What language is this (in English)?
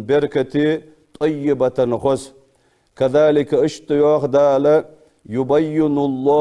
Ingush